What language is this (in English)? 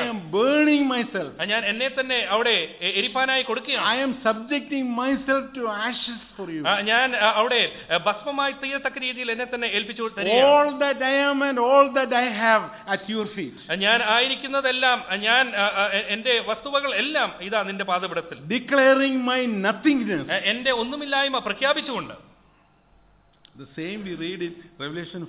Malayalam